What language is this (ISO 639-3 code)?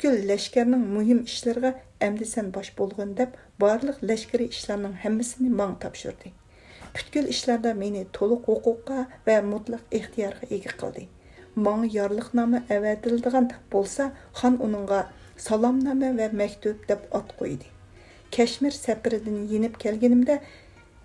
uig